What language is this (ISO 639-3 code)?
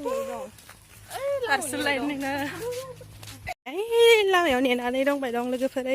brx